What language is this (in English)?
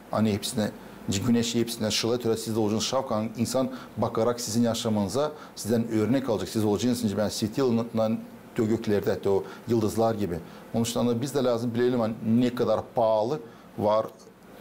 Gagauz